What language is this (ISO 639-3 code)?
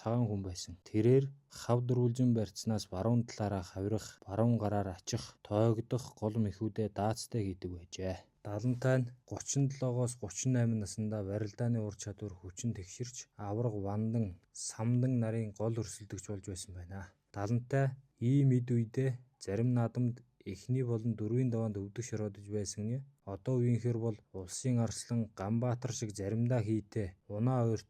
mon